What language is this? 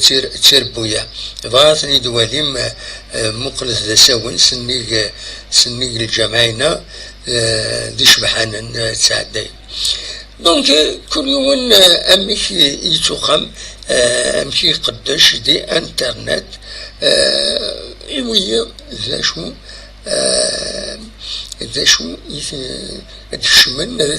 Kabyle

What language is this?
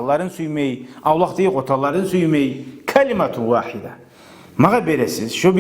Kumyk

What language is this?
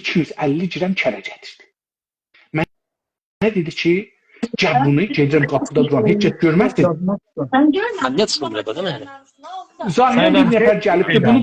South Azerbaijani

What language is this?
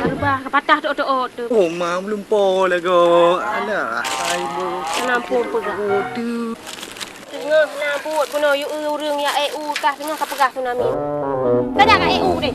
Achinese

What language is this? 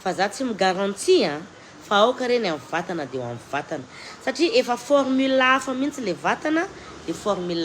Malagasy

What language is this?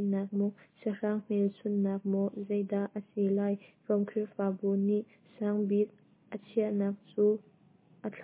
Hakha Chin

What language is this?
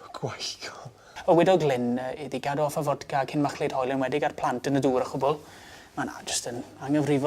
Welsh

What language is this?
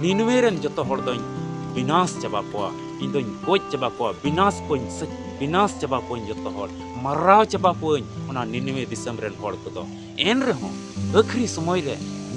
Santali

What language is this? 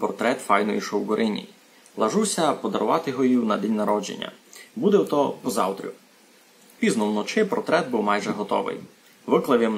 Rusyn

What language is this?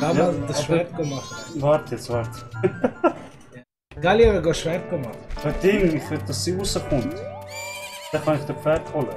Swiss German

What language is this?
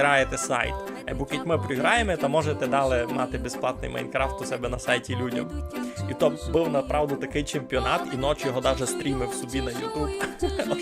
Rusyn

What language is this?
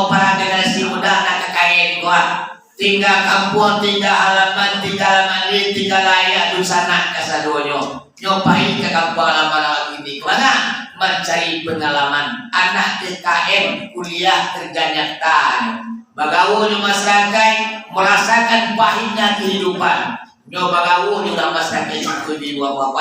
Minangkabau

